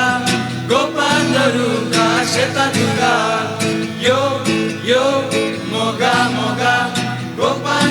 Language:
Konkani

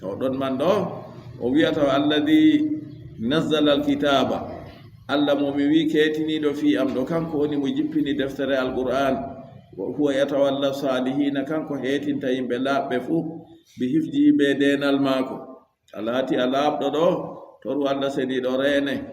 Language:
Fula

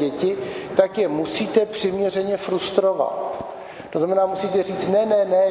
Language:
Czech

